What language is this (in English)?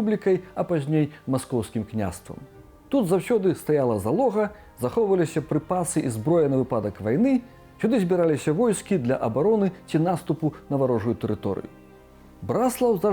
Belarusian